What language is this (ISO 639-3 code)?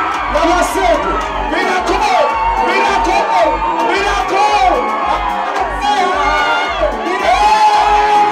lug